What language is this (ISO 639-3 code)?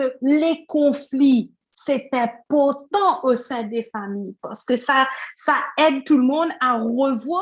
mfe